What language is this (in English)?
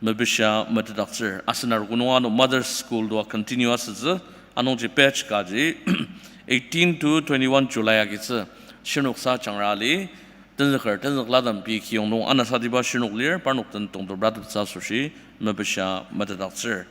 Ao Naga